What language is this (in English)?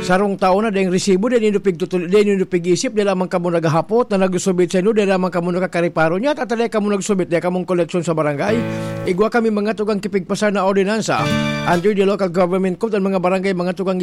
Bikol